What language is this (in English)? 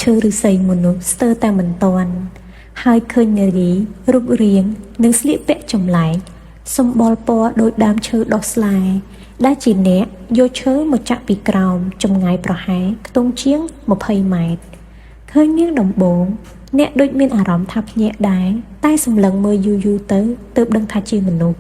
Khmer